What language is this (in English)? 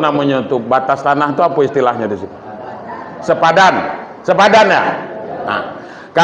Minangkabau